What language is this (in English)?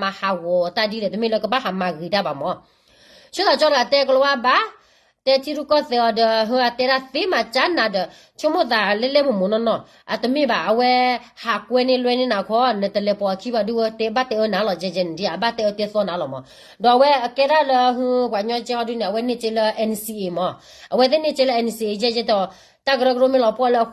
S'gaw Karen